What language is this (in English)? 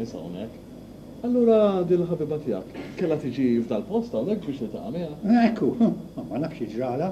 Maltese